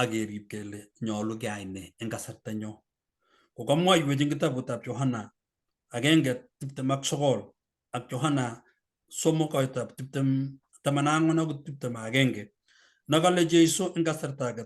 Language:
Kalenjin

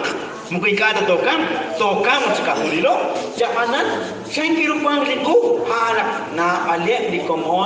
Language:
Kekchí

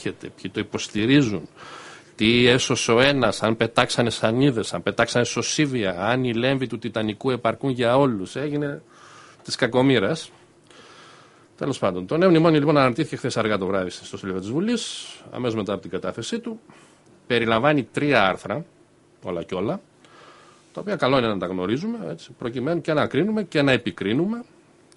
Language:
Greek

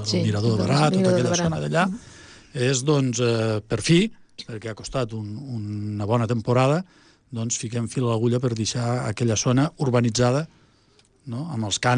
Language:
Catalan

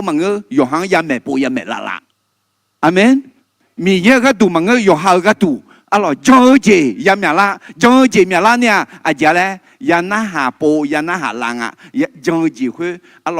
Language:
Akha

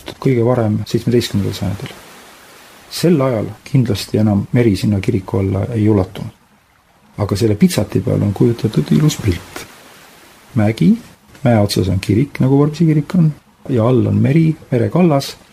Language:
Estonian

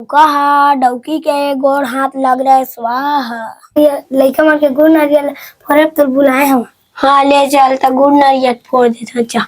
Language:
Chhattisgarhi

